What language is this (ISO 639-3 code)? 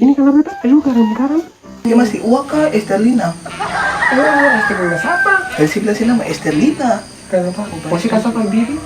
abs